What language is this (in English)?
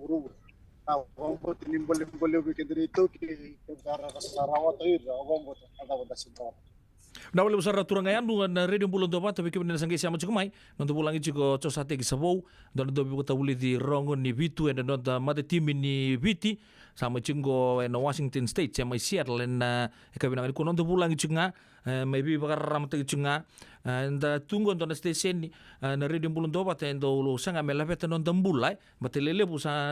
Fijian